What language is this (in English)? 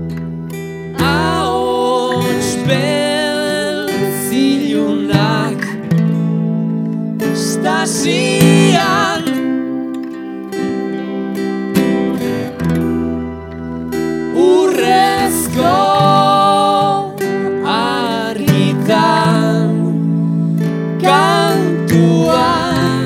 Basque